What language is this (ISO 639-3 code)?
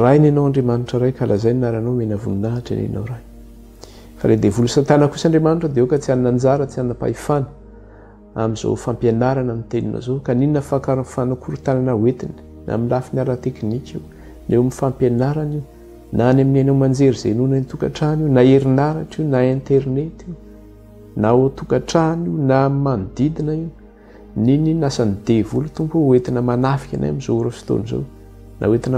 mlg